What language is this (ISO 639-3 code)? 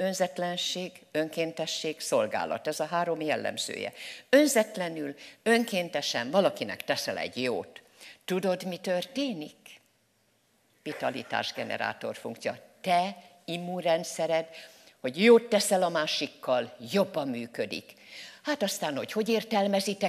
hun